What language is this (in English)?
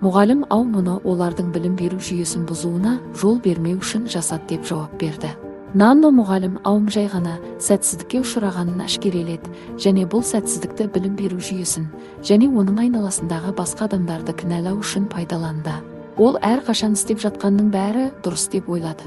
Kazakh